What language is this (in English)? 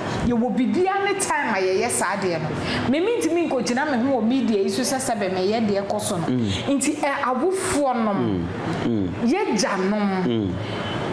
Akan